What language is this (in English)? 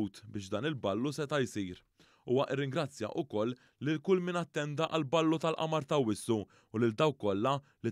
Maltese